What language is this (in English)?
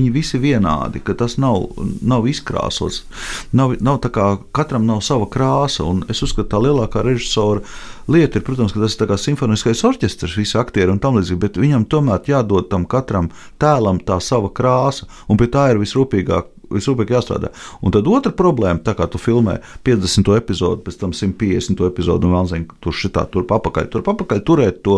Latvian